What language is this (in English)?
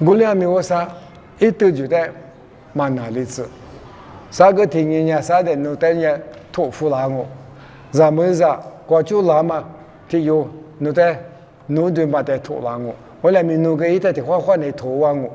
Lisu